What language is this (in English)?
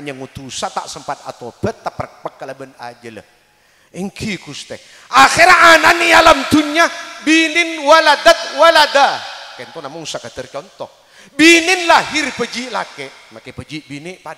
Madurese